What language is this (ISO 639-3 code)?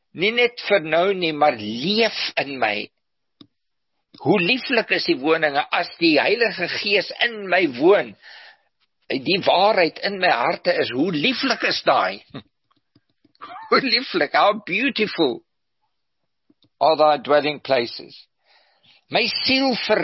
afr